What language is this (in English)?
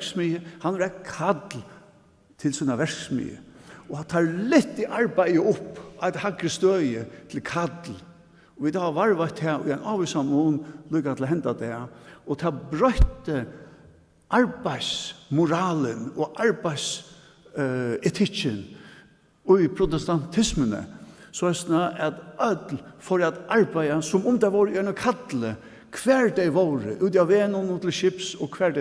Faroese